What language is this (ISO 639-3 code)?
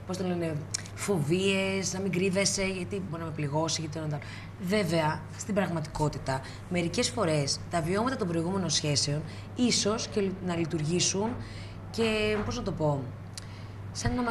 ell